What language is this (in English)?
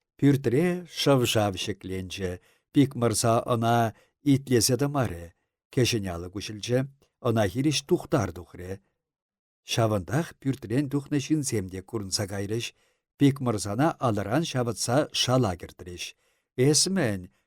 Chuvash